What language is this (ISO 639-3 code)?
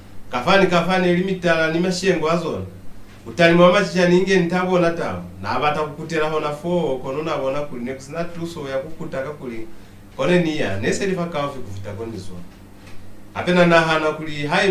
loz